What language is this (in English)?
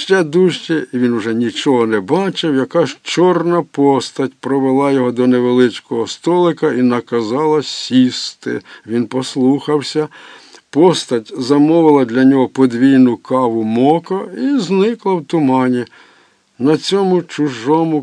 Ukrainian